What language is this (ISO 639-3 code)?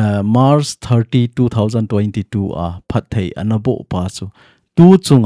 tcz